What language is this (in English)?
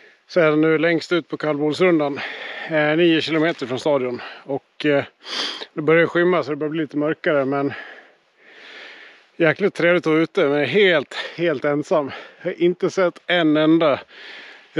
Swedish